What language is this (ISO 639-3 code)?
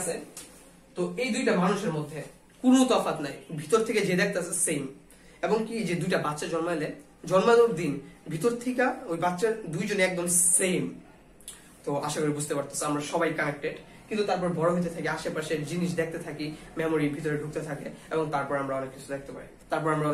ben